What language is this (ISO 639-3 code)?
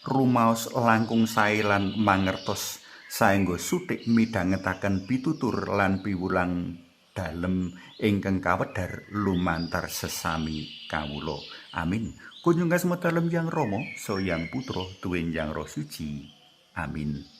jav